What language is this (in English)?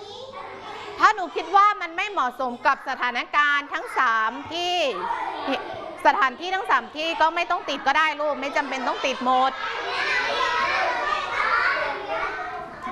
Thai